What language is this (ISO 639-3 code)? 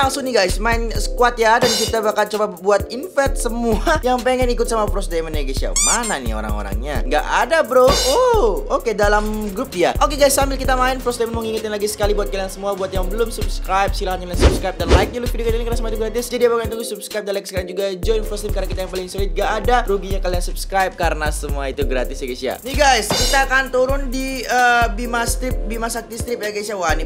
ind